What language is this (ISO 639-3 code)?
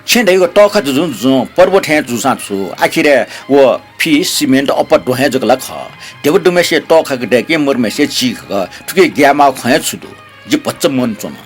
new